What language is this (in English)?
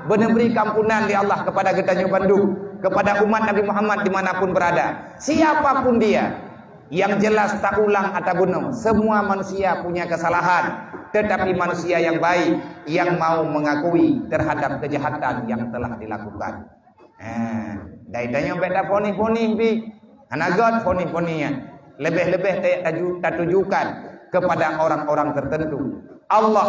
Achinese